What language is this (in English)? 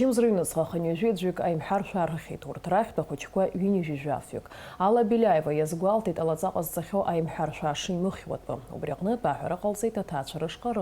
Abkhazian